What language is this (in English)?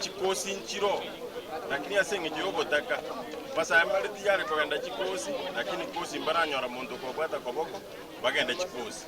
Gusii